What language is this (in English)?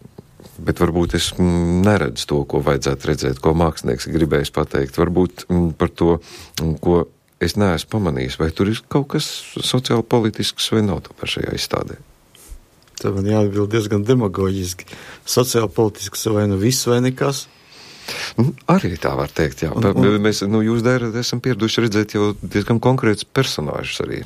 Latvian